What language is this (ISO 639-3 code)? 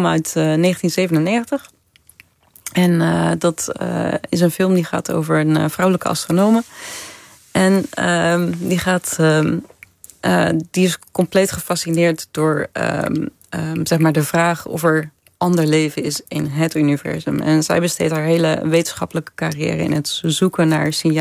nld